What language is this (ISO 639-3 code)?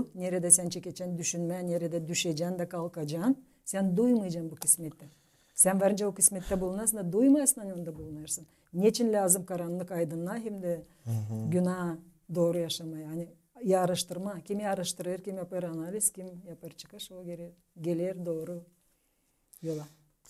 gag